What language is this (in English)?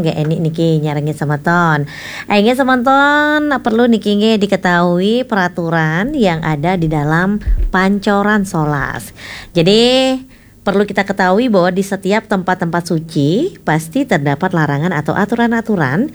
Balinese